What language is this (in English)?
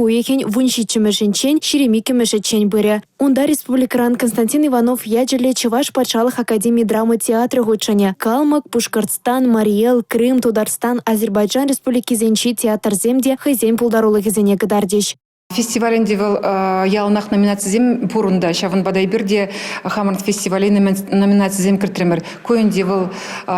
Chuvash